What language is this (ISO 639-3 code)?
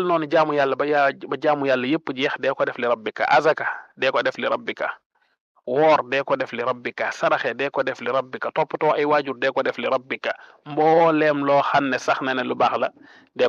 wol